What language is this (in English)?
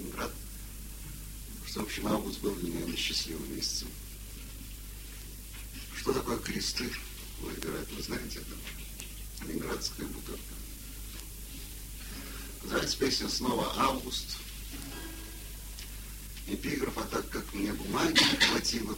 Russian